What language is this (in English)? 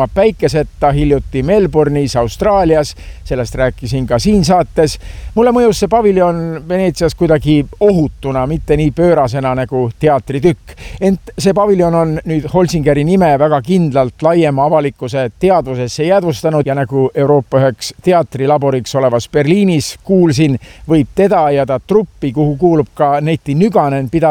Estonian